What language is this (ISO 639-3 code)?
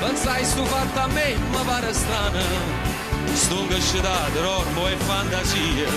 nap